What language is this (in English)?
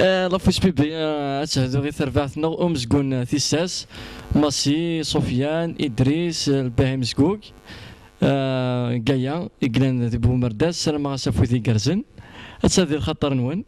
Kabyle